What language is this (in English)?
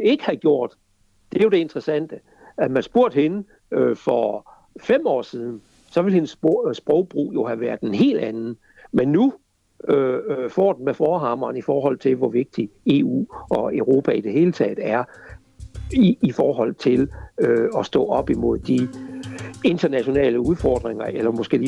Danish